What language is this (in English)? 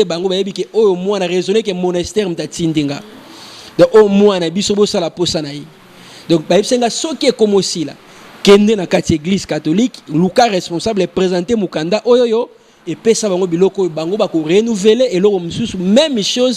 Lingala